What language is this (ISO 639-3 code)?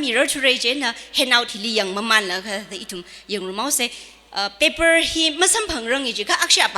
nmf